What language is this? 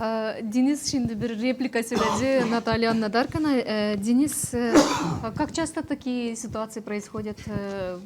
Gagauz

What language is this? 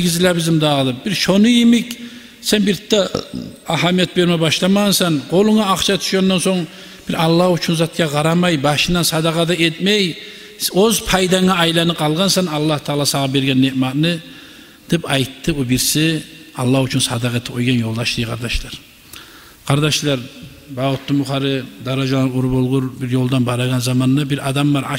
Kumyk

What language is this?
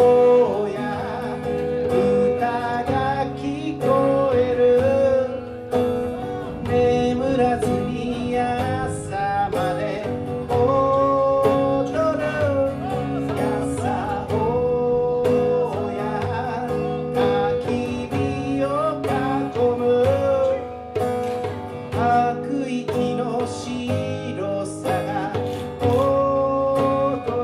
Japanese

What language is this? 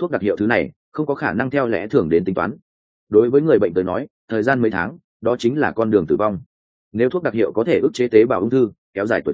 Vietnamese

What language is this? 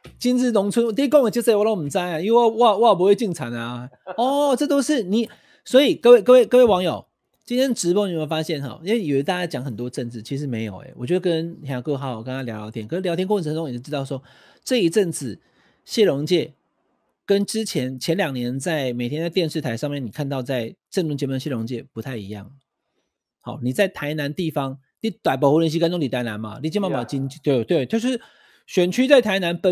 Chinese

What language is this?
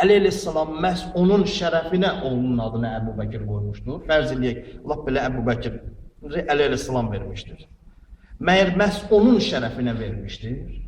Azerbaijani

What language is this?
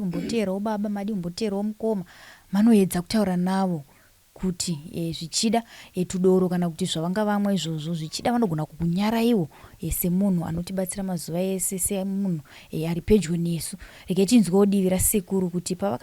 Shona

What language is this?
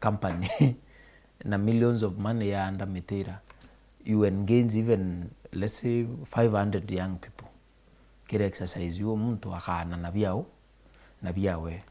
Meru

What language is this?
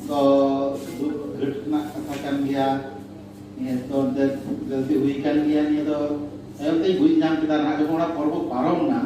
Santali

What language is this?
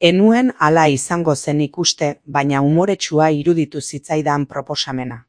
Basque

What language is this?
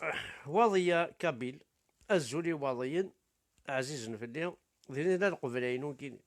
Kabyle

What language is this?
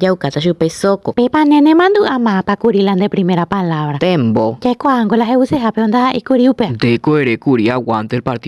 Guarani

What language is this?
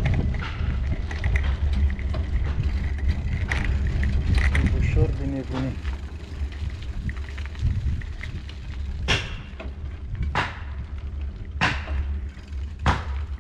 Romanian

